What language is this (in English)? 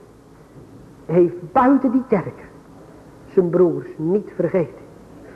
Dutch